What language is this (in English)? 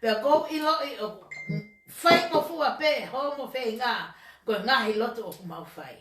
Tongan